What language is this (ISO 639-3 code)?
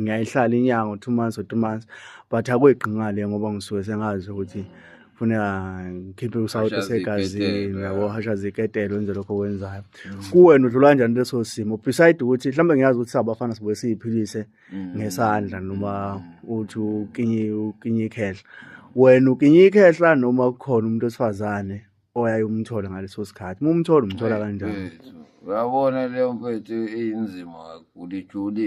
zul